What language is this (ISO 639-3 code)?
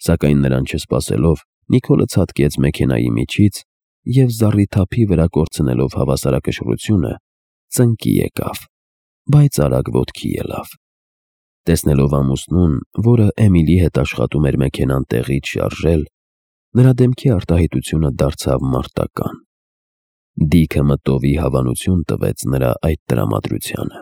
hye